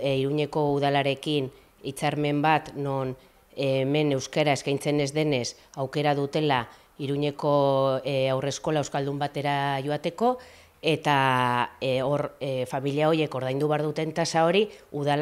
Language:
Basque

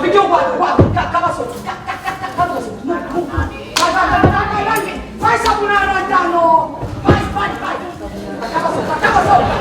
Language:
Neapolitan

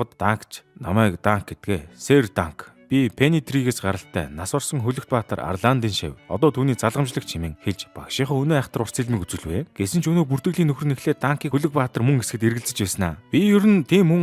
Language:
Mongolian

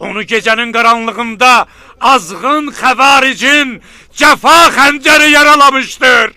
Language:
Azerbaijani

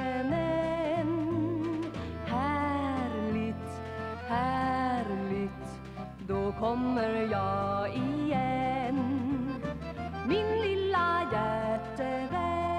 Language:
Swedish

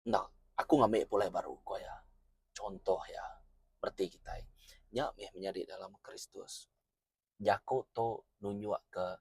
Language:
Iban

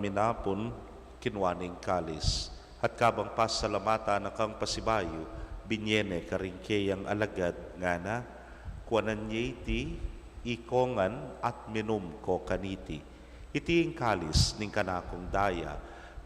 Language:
Pampanga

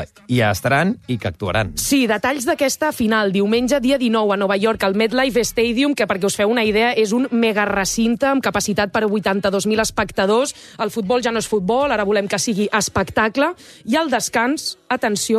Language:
Catalan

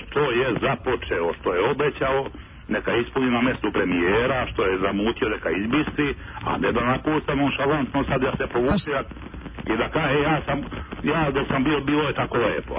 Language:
Serbian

